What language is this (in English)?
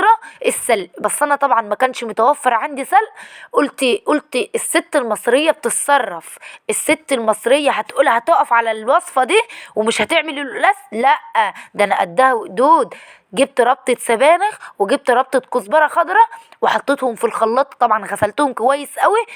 Egyptian Arabic